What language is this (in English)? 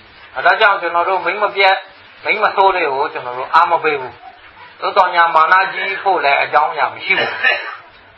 Burmese